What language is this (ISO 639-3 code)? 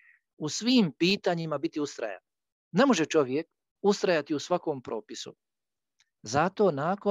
bos